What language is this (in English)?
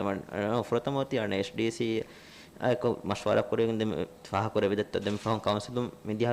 Divehi